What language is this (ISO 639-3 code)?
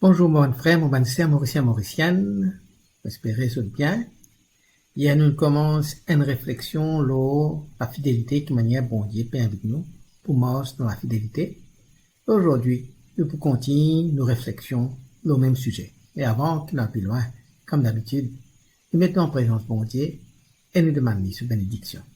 mfe